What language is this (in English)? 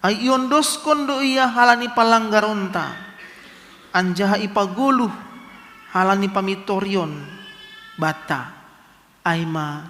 Batak Simalungun